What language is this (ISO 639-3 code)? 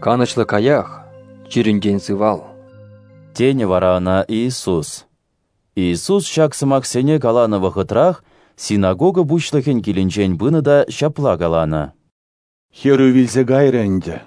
chv